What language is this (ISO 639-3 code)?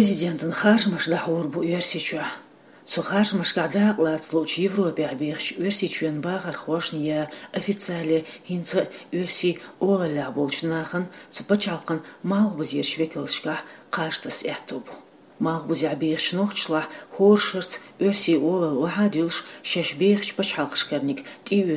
che